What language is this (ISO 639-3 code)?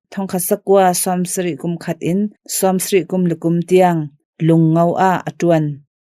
cnh